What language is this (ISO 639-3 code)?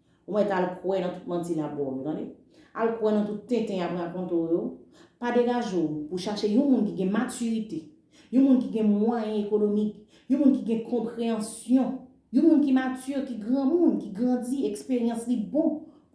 hat